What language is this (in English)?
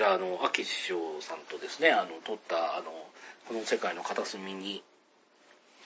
Japanese